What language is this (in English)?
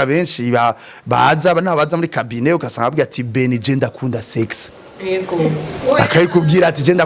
Rundi